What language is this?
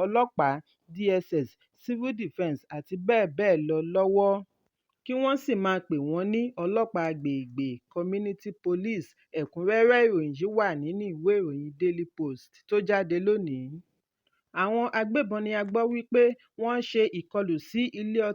Yoruba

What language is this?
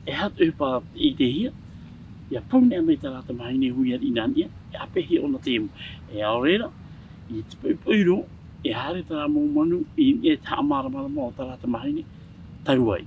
Tahitian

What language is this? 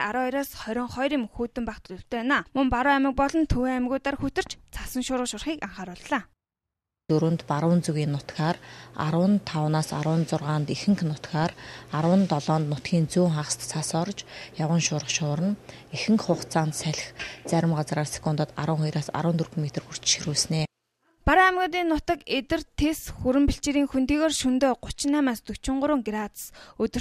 Mongolian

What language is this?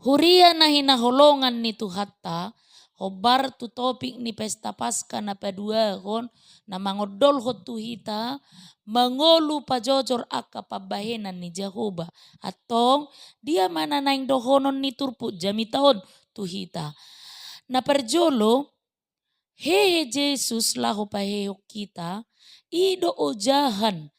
Batak Toba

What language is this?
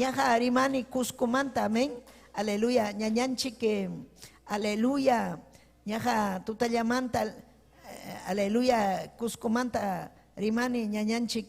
Ayacucho Quechua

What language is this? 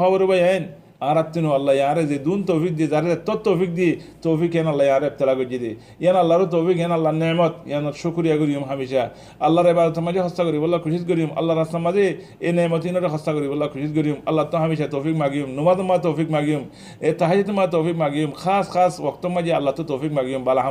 Rohingya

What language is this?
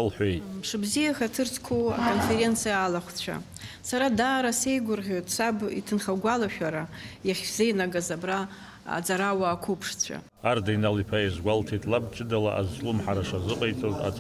Abkhazian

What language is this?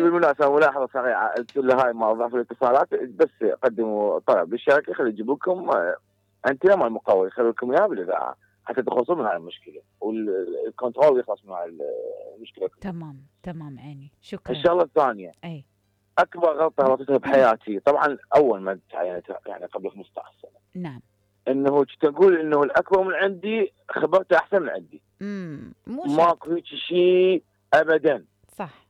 Mesopotamian Arabic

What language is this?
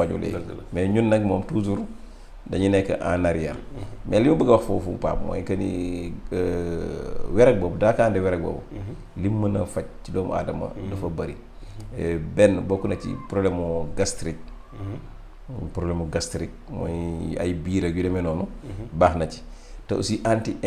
Wolof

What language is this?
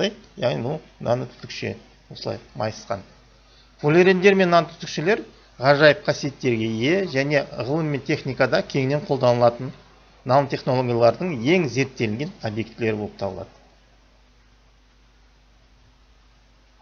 Kazakh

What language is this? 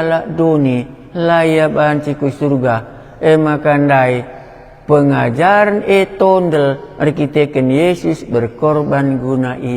Batak Karo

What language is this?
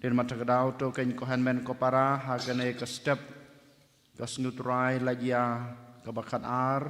Khasi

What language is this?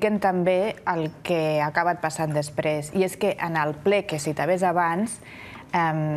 Catalan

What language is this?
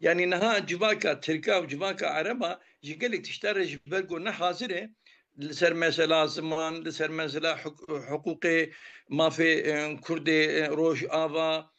Kurdish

